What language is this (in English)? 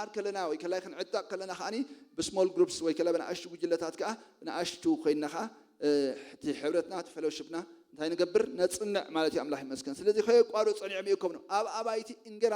Tigrinya